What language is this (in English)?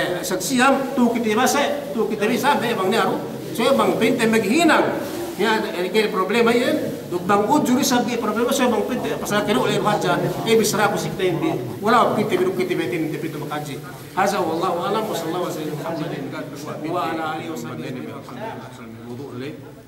Yakan